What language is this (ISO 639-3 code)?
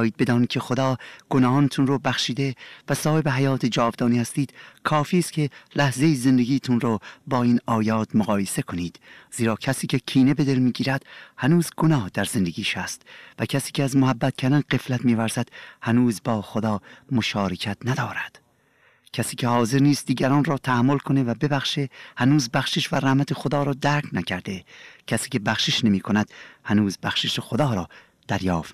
fas